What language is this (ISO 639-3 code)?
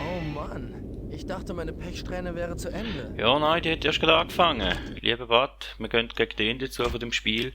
gsw